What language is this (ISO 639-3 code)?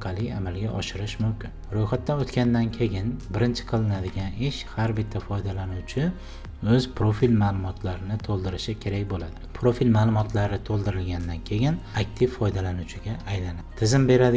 uzb